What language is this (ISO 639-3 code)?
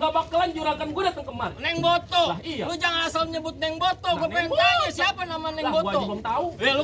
bew